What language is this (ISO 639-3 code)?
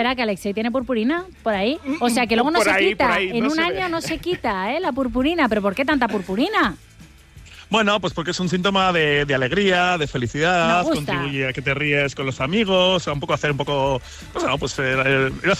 spa